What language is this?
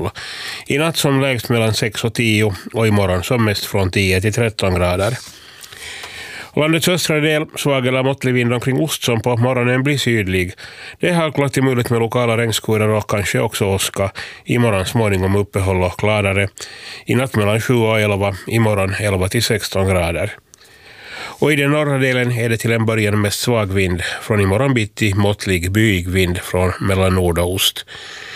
Swedish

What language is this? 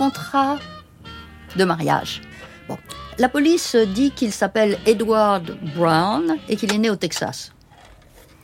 French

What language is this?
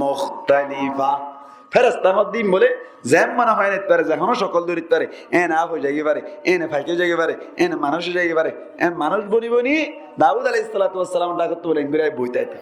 Rohingya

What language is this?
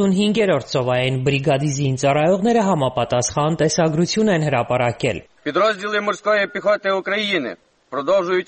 Armenian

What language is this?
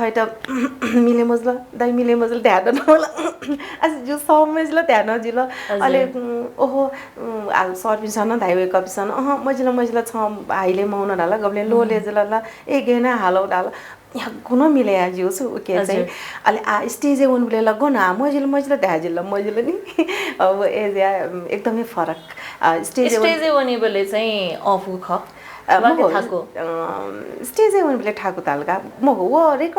Newari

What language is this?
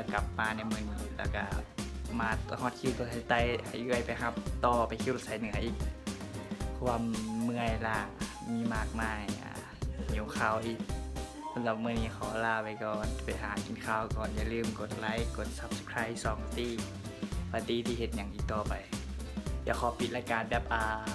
Lao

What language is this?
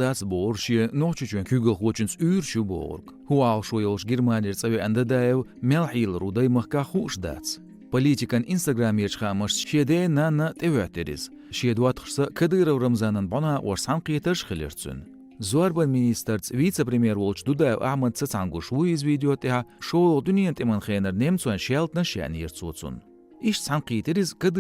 Chechen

